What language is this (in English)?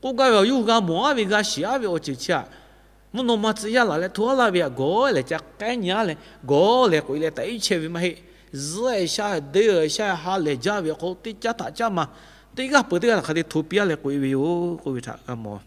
Lahu